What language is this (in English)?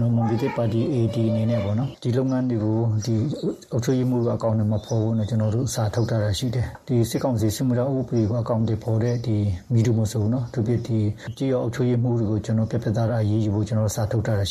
Burmese